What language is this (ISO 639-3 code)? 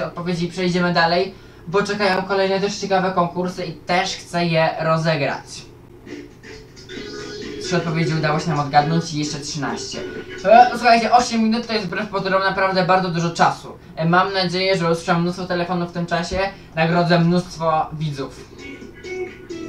pol